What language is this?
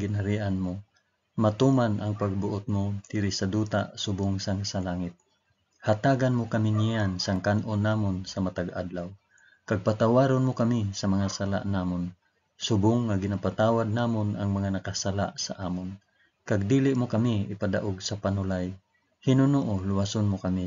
Hiligaynon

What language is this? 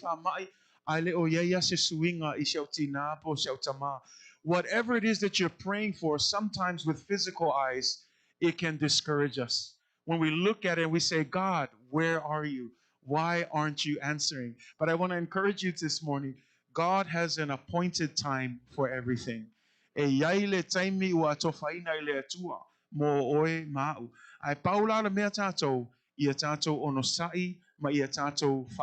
Samoan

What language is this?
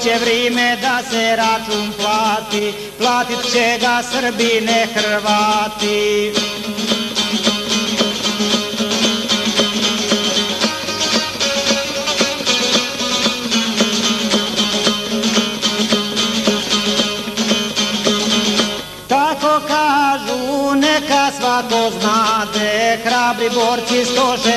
Croatian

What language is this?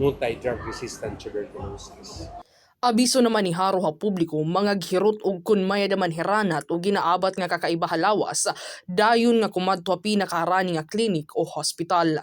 Waray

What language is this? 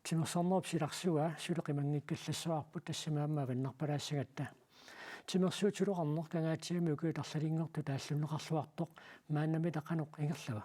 Kalaallisut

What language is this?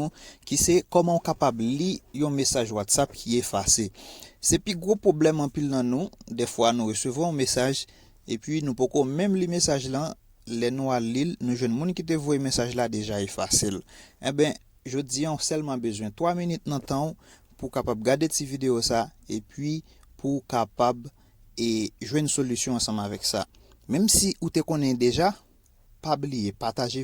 Haitian Creole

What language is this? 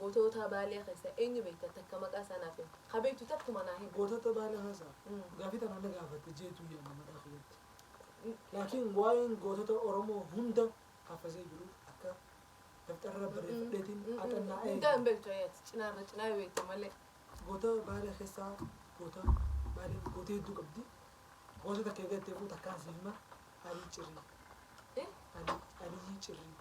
Oromo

